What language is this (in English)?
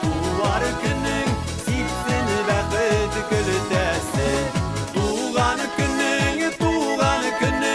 Bashkir